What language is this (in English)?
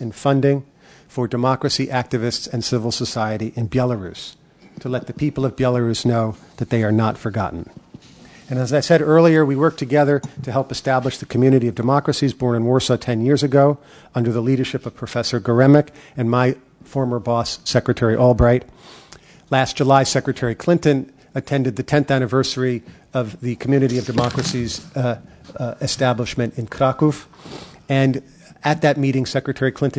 English